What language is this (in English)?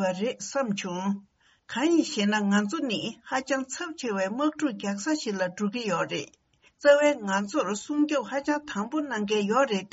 Tibetan